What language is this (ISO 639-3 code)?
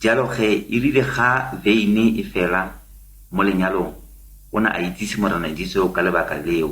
tsn